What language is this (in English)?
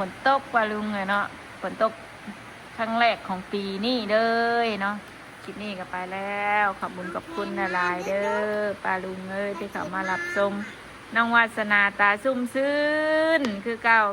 Northeastern Thai